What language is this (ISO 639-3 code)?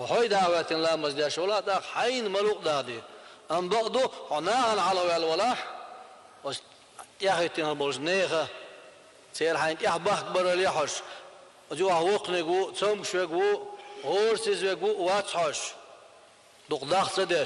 che